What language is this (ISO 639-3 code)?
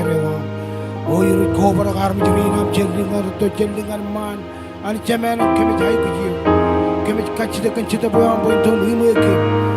mah